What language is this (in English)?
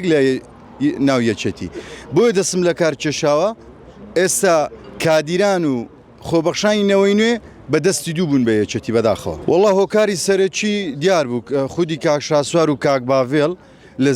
Central Kurdish